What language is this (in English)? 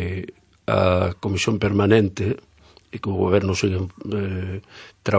Galician